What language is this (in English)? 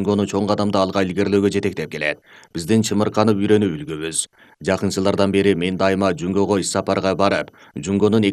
Kyrgyz